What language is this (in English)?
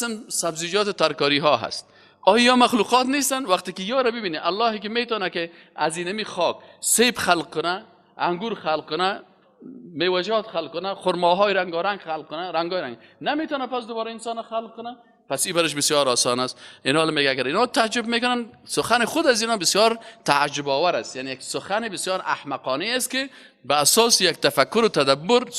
Persian